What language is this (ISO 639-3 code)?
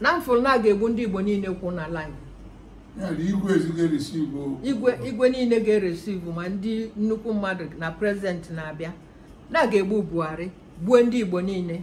ibo